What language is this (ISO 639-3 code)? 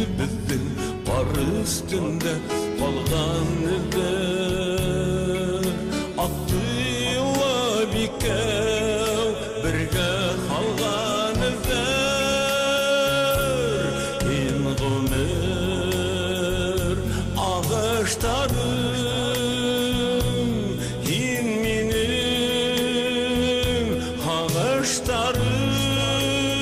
bak